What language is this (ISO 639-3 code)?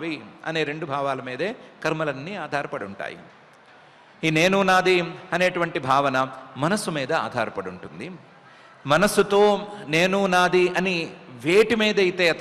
tel